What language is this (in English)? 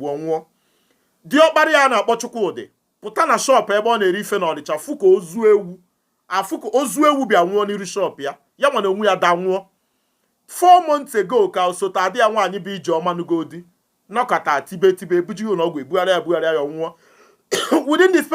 Igbo